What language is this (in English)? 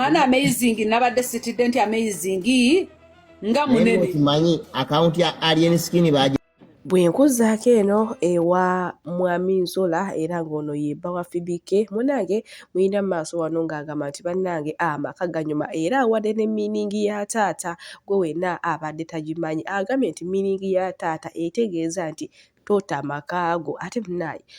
Ganda